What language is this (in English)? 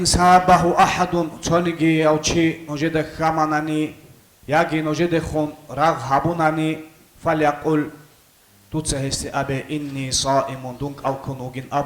Avaric